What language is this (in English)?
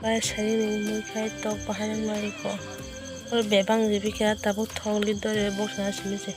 Kok Borok